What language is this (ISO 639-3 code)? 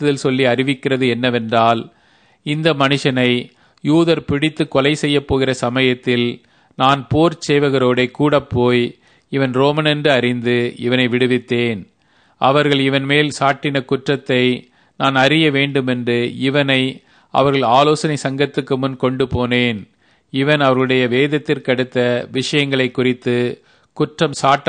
tam